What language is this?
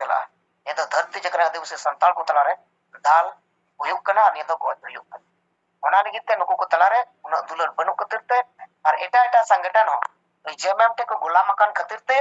Santali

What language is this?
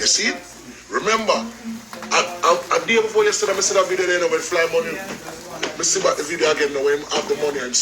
Jamaican Creole English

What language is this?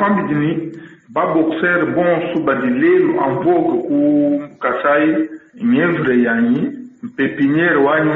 Luba-Lulua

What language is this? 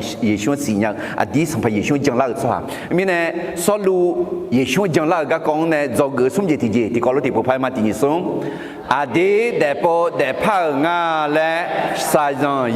Akha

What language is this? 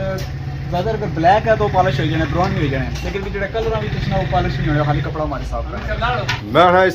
Pahari-Potwari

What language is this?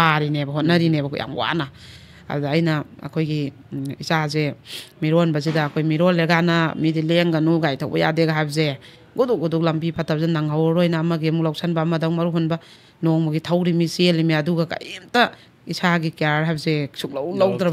Manipuri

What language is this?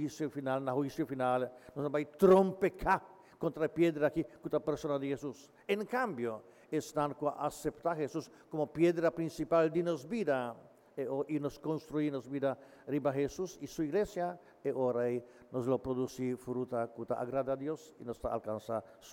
Papiamento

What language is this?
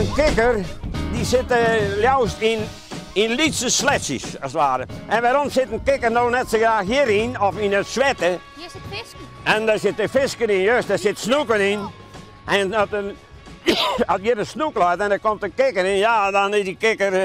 Western Frisian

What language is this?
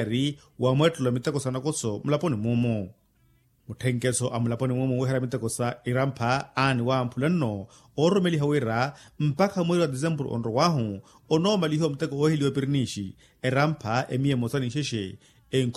Makhuwa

